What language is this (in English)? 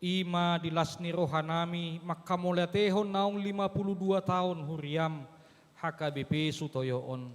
Batak Toba